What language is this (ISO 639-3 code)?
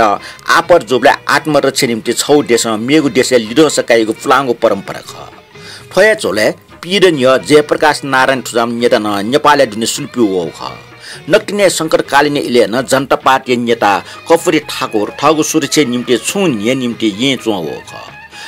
new